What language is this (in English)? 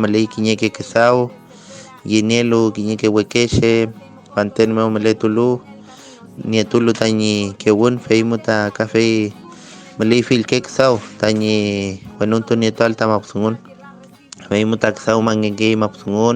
Mapuche